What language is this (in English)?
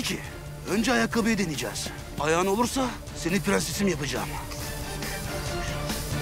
Turkish